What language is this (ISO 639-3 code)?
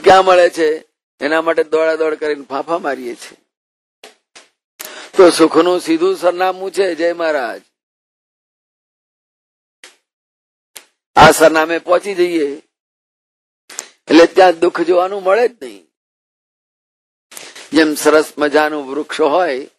guj